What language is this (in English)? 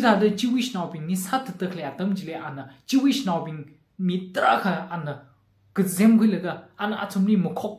Tangkhul Naga (India)